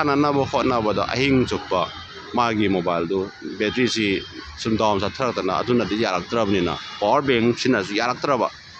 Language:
Manipuri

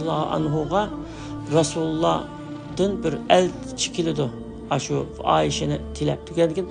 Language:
Uyghur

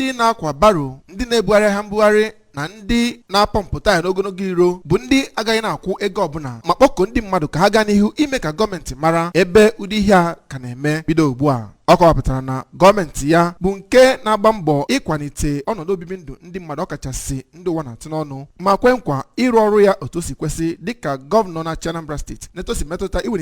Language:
Igbo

